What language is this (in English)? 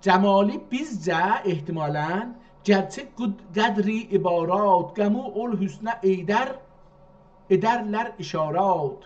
South Azerbaijani